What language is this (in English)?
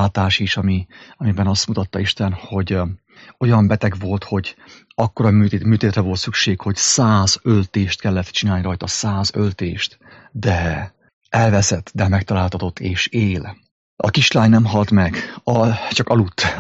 Hungarian